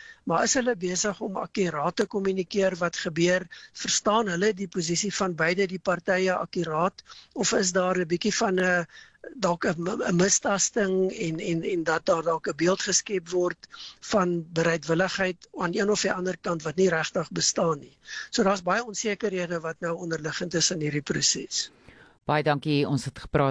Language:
Afrikaans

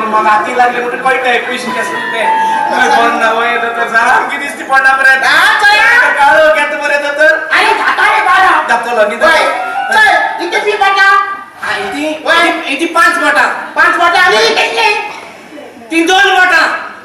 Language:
Konkani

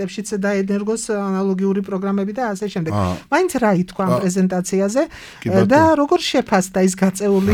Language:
Georgian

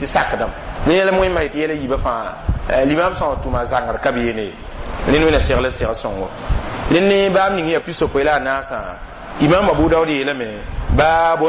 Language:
Mossi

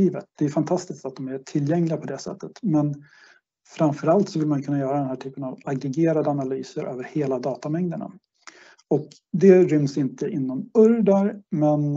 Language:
Swedish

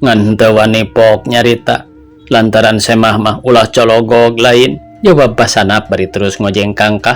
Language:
Sundanese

